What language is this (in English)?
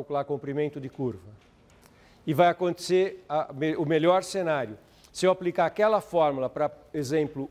Portuguese